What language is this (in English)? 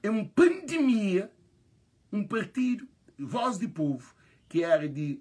Kabuverdianu